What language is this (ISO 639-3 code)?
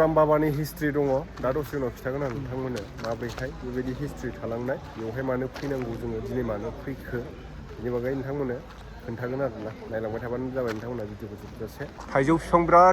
brx